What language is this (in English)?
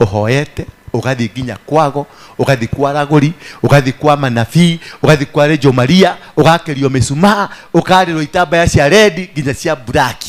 Kikuyu